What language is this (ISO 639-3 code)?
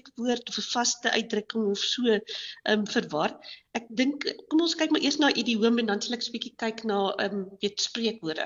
afr